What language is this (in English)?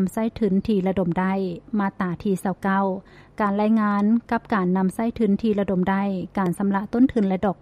Lao